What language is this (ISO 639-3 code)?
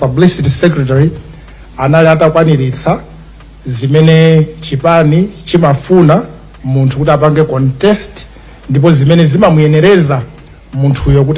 nya